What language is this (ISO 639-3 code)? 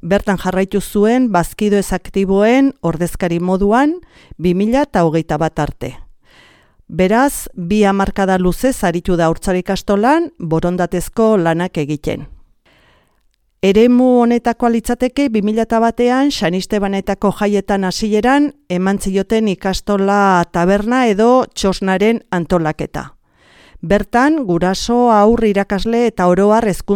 eus